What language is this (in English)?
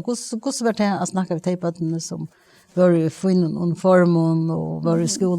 Faroese